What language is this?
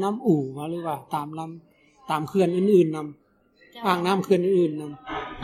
Lao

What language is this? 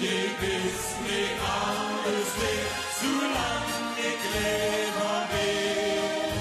Limburgish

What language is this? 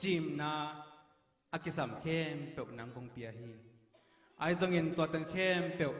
Tedim Chin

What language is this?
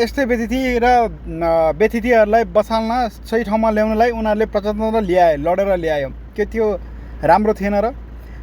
Nepali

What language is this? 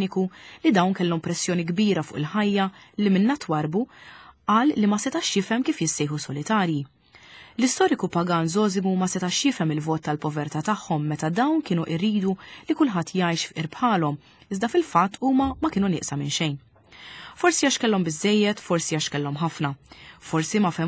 Maltese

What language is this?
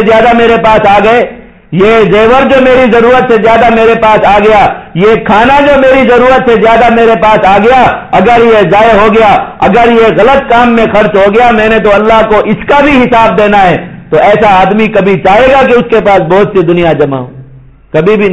Urdu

